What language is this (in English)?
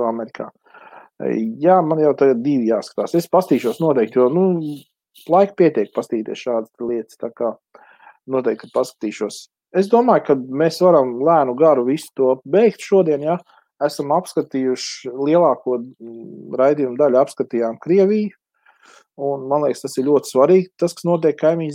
Latvian